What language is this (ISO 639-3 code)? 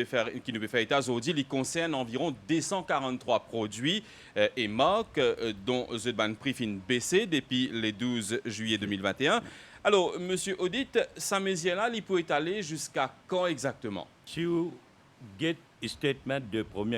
mfe